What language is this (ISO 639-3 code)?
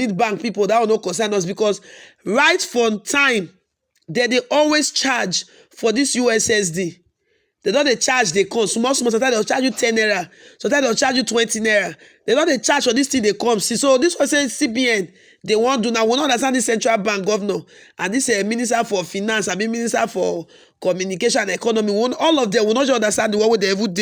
pcm